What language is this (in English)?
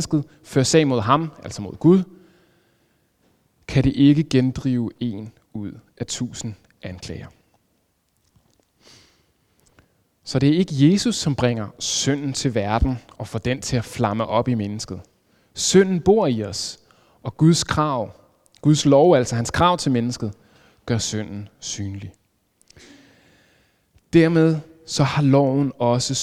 Danish